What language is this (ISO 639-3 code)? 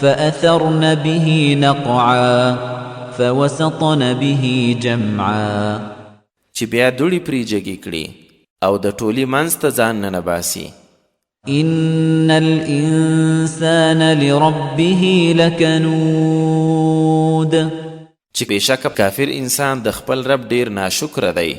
pus